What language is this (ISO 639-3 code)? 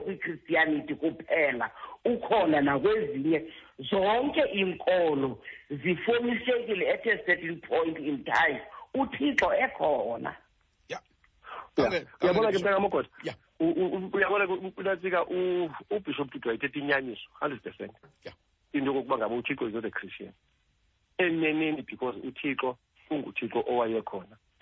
xho